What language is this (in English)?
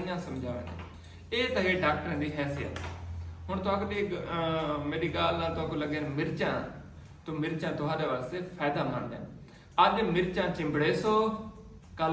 Saraiki